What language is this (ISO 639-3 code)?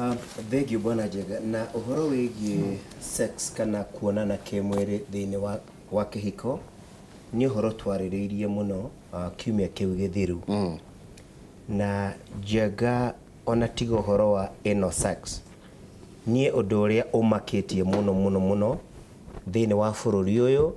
kik